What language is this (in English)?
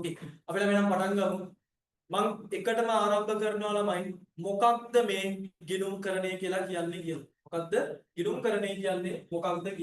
Sinhala